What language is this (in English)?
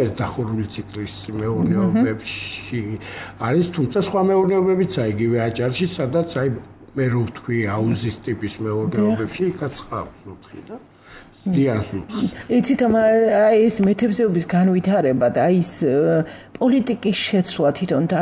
Georgian